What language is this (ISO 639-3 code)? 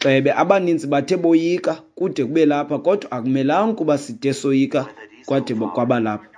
xho